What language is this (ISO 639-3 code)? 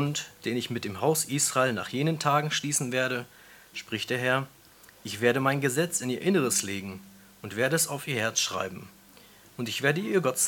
deu